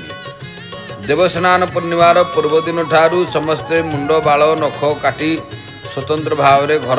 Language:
Odia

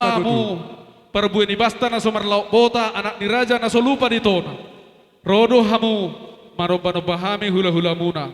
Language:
Batak Toba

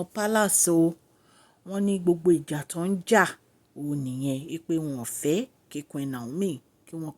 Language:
Yoruba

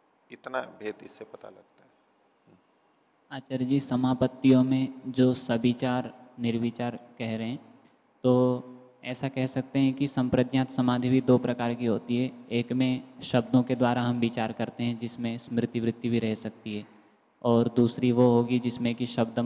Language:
Hindi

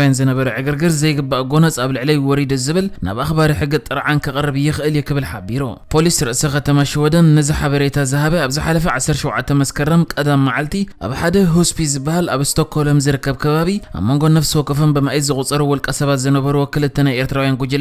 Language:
Tigrinya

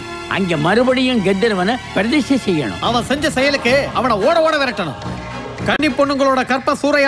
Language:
Tamil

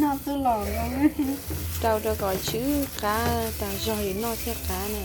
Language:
Hmong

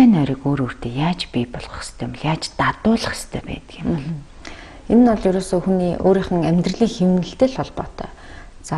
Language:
Mongolian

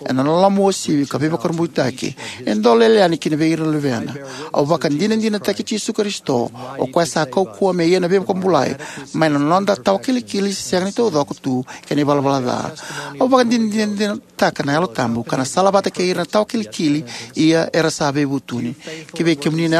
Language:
Fijian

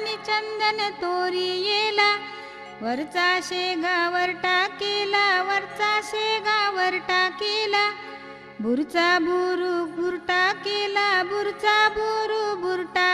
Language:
Marathi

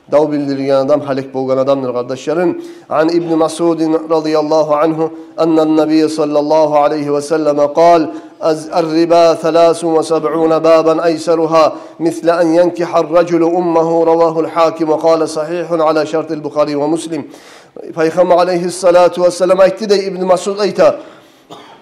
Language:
Kumyk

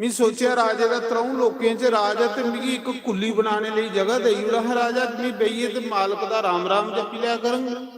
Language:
Dogri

